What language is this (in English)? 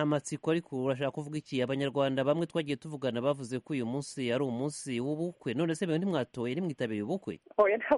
Kinyarwanda